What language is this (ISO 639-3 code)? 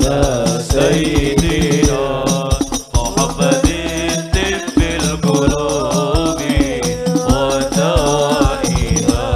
mad